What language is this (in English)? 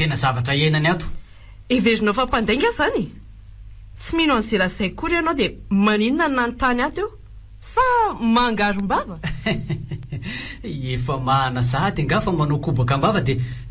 Malagasy